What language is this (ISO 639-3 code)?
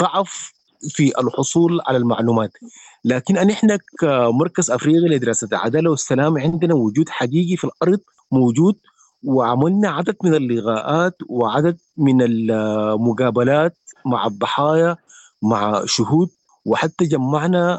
apd